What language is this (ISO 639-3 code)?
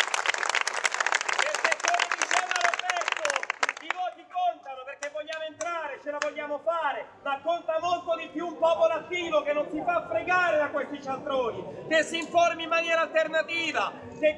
ita